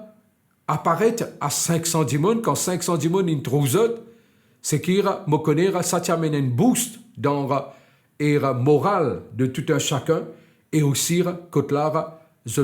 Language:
Morisyen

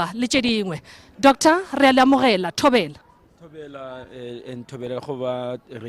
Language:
Tswana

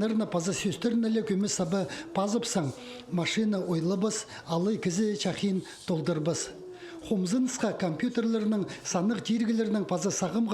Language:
Khakas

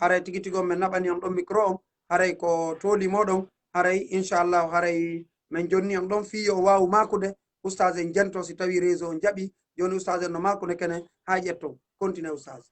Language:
Fula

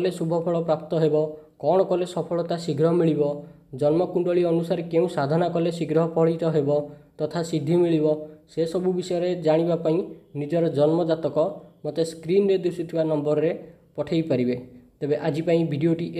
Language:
Odia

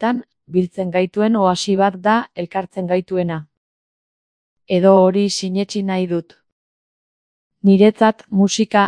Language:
Basque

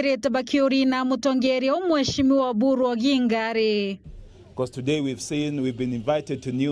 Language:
Meru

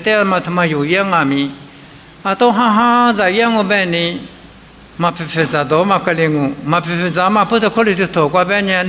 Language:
Lisu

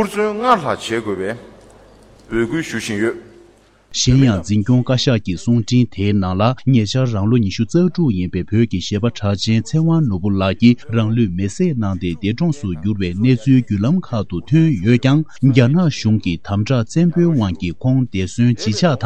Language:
Tibetan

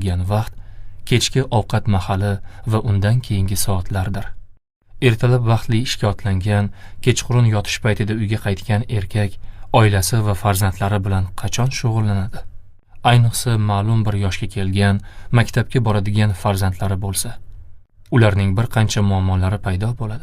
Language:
Uzbek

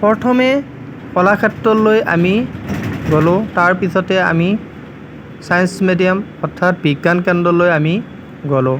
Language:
Assamese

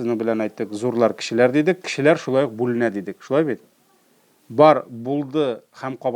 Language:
Tatar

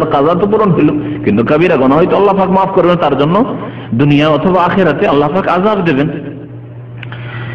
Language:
Bangla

